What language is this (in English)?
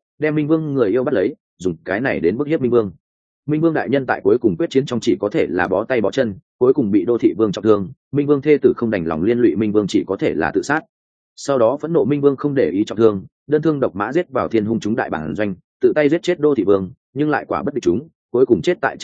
Vietnamese